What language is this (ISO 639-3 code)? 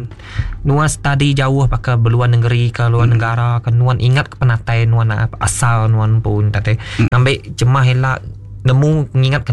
iba